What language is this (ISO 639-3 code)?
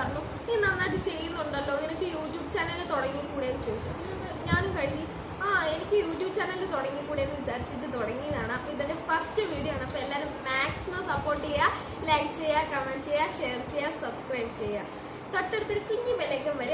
mal